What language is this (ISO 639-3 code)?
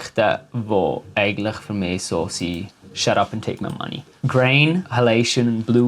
gsw